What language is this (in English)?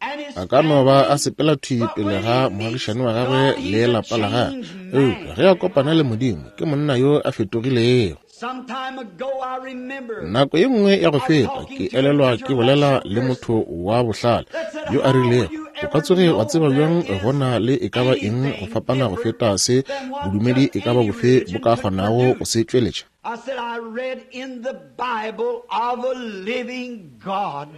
Northern Sotho